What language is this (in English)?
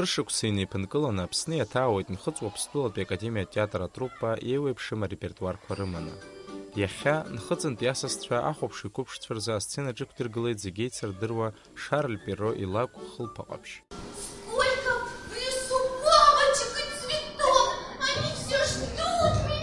Abkhazian